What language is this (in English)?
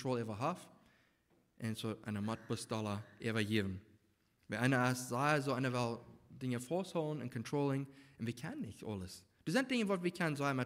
Plautdietsch